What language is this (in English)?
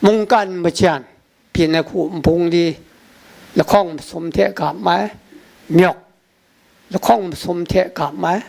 Kachin